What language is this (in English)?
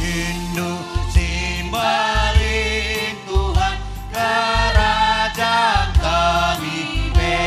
Batak Karo